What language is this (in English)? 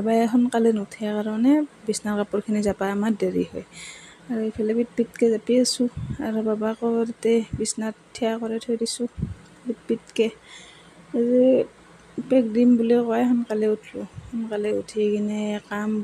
Assamese